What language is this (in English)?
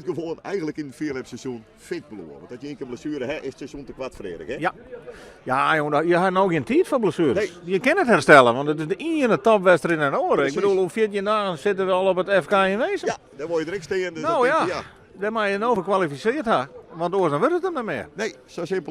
Western Frisian